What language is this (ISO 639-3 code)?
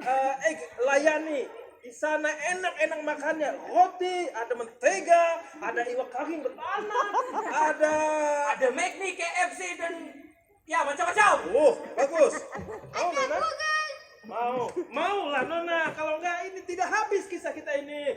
bjn